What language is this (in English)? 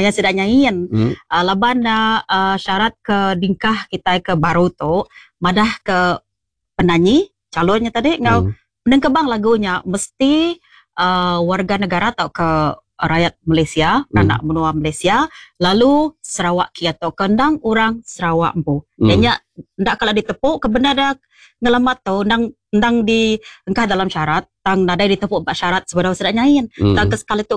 Iban